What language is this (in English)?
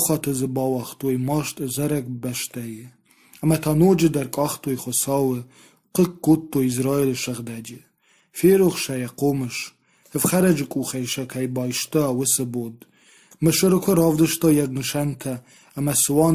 Ossetic